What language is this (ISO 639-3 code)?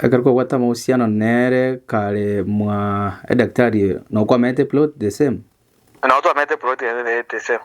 guz